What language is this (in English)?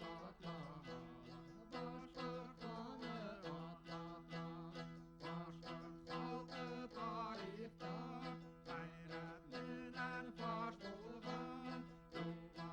Bashkir